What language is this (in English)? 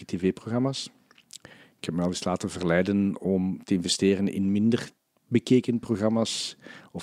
Dutch